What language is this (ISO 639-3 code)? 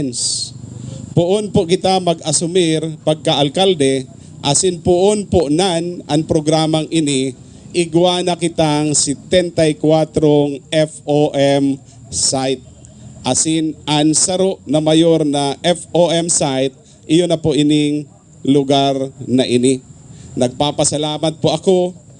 bik